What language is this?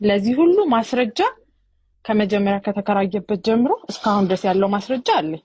Amharic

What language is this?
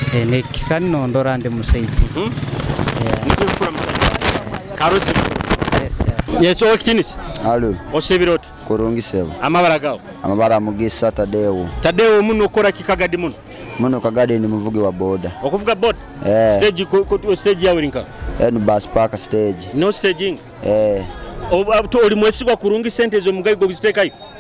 Nyoro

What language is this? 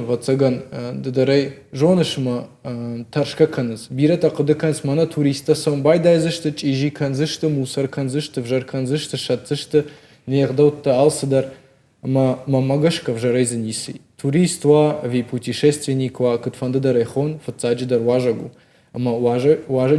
Ossetic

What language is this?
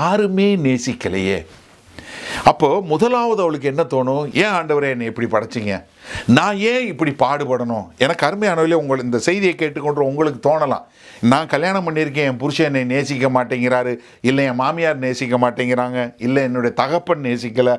Tamil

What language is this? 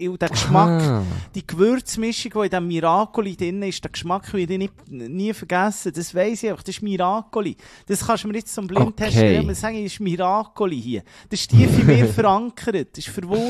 German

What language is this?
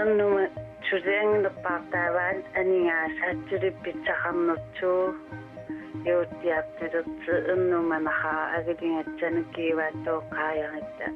Kalaallisut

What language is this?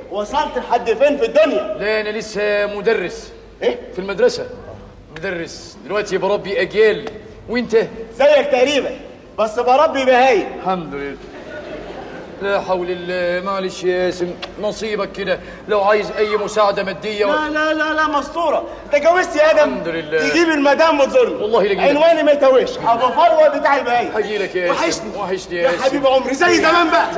Egyptian Arabic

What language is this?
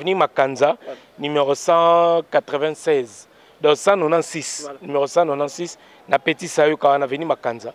Lingala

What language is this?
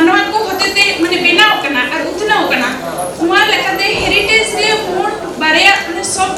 Santali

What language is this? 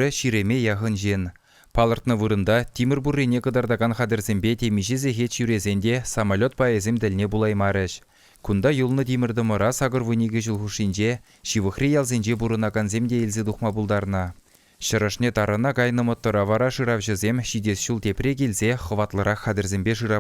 Chuvash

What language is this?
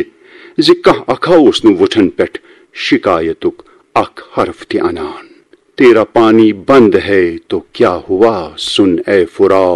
Kashmiri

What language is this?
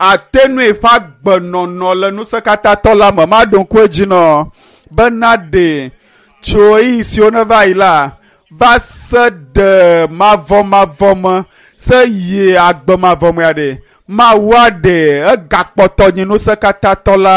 Ewe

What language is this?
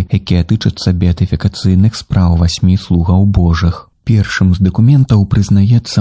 Belarusian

